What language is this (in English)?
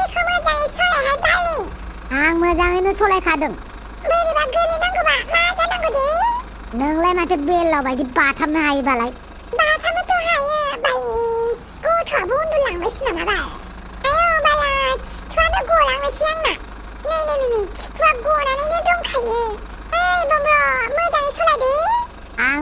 Bodo